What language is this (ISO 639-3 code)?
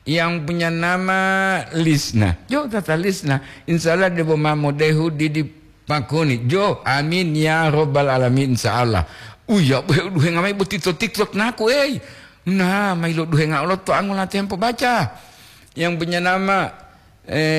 gor